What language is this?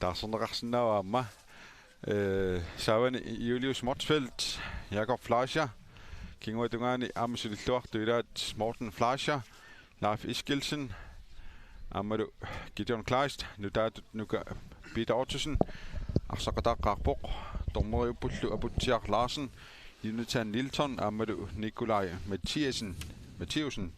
Kalaallisut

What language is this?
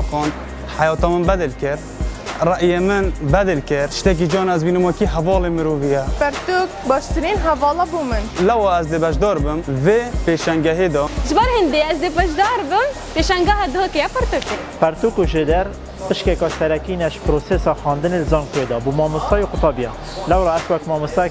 Kurdish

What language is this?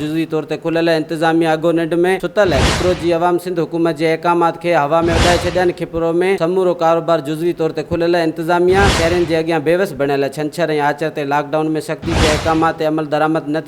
Sindhi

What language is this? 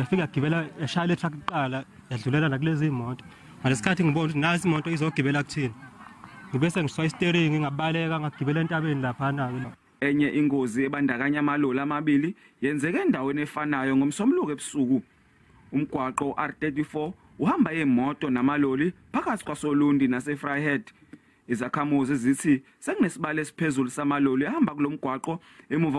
Zulu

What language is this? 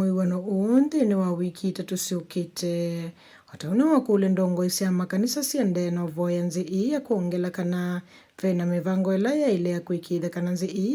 Kamba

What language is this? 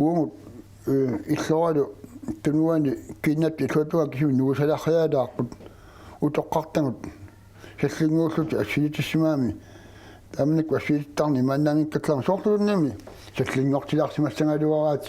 Kalaallisut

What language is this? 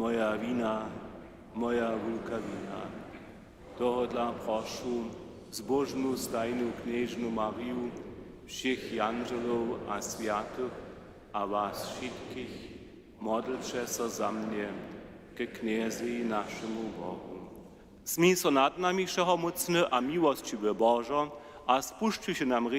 Upper Sorbian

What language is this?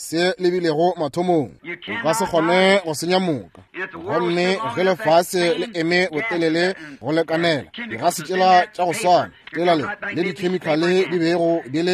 Northern Sotho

